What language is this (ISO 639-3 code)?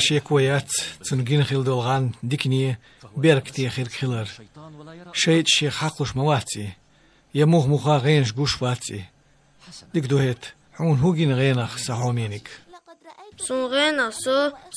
che